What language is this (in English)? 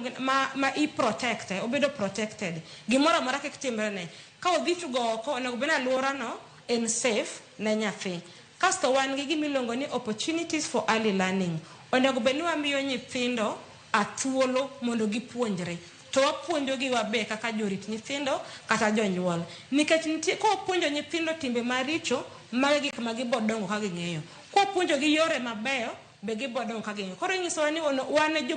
Luo (Kenya and Tanzania)